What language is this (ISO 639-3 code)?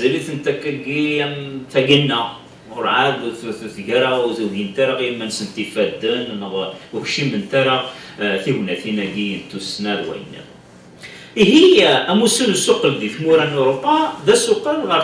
kab